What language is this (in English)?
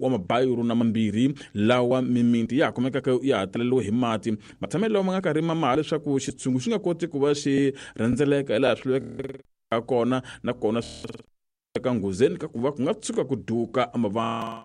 Tsonga